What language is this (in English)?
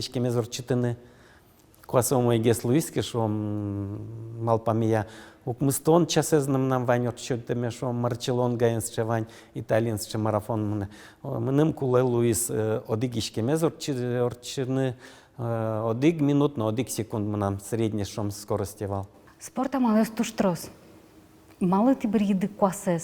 Udmurt